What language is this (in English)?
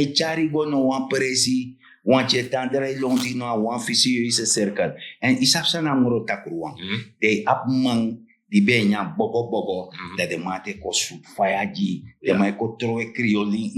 Sranan Tongo